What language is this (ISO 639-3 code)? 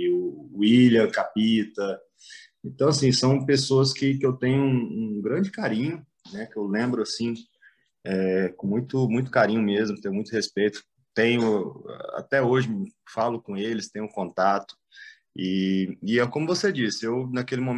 por